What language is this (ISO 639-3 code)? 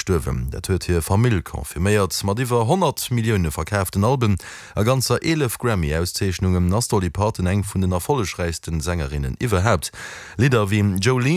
ltz